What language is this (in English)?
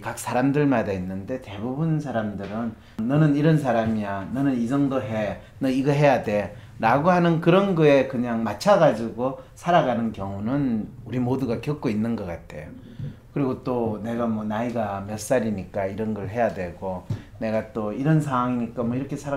Korean